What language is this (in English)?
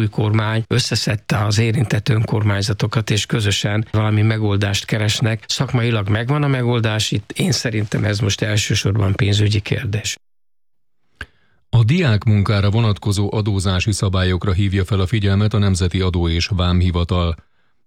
Hungarian